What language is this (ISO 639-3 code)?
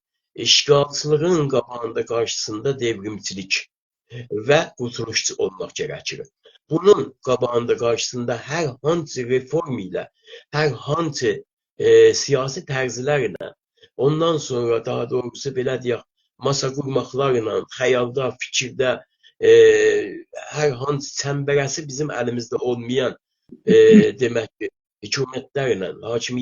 azb